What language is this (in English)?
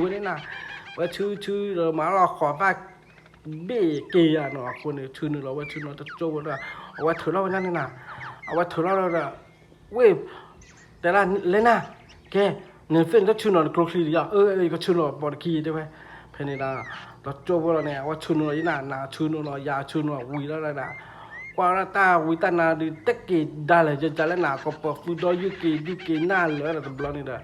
S'gaw Karen